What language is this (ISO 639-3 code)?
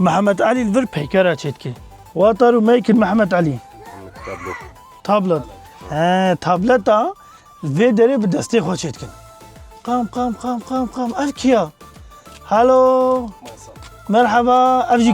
kur